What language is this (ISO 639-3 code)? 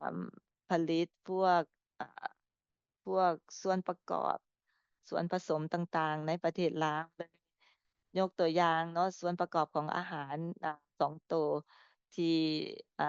lao